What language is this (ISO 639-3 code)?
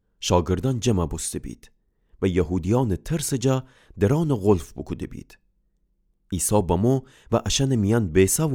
glk